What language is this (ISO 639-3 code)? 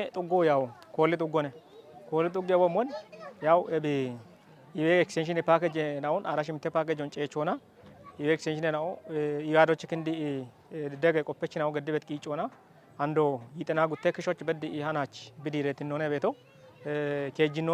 kbr